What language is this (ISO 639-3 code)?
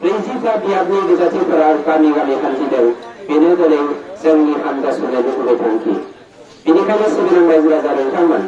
brx